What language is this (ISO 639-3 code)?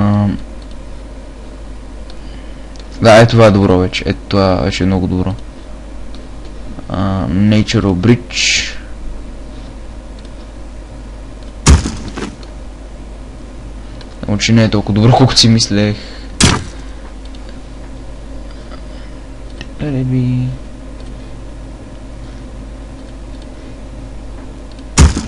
bul